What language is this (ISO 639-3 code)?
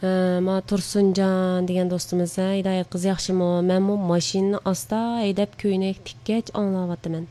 uig